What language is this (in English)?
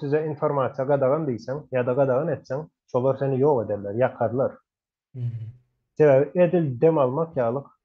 Turkmen